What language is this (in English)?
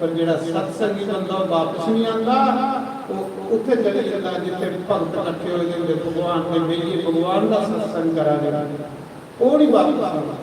Dogri